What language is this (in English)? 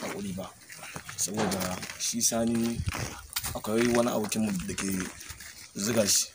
Hausa